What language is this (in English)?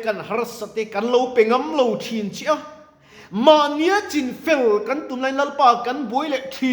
Mizo